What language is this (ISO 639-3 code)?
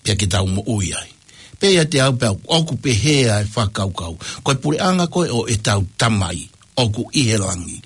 ton